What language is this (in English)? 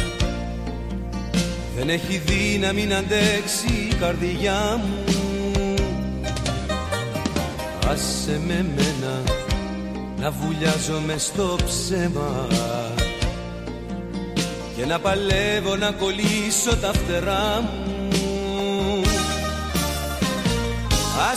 Greek